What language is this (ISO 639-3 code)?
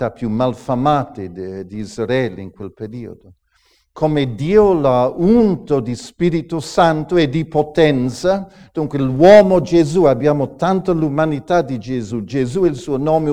ita